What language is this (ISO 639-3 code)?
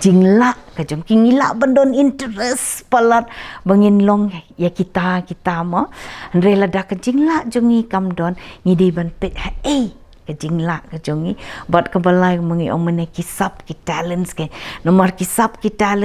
kha